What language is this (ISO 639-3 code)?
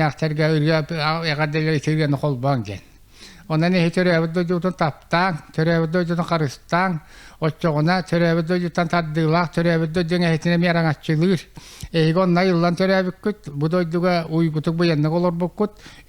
sah